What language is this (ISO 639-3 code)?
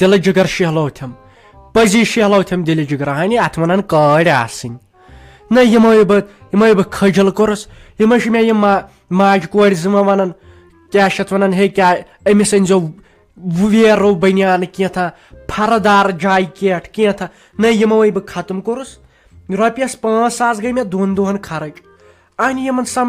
kas